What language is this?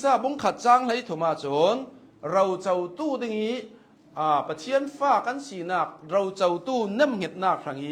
Hakha Chin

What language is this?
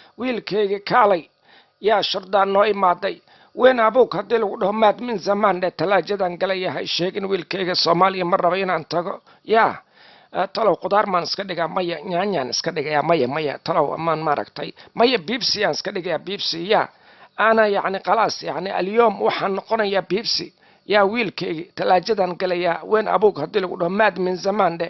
Somali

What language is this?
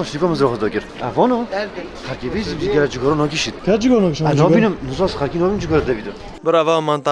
Kurdish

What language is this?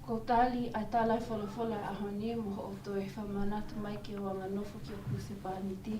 Tongan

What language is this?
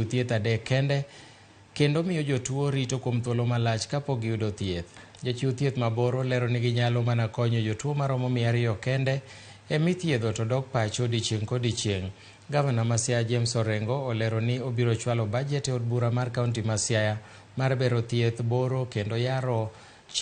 Luo (Kenya and Tanzania)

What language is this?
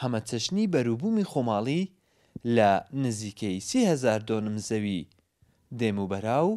Central Kurdish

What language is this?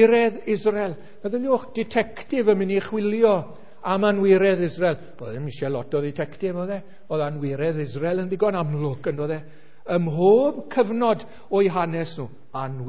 Welsh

